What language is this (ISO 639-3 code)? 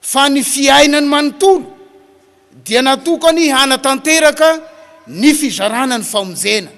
mlg